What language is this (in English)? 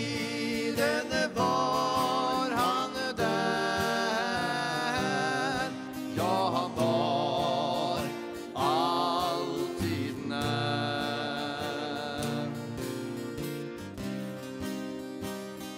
Norwegian